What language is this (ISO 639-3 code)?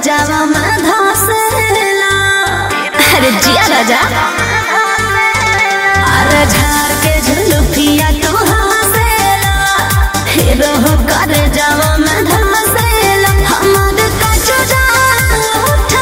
bho